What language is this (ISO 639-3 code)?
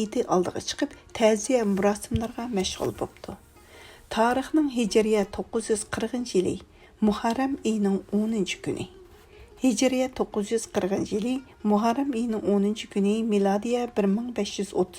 uig